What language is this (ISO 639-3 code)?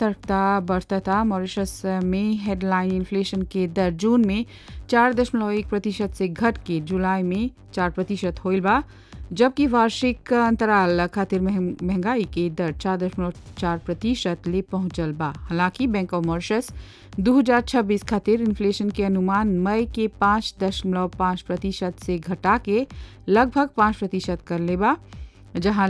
bho